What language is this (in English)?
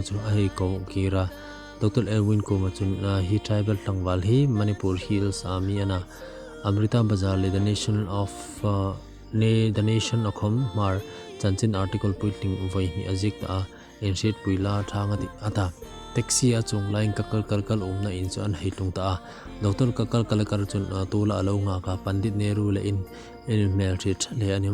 Hmar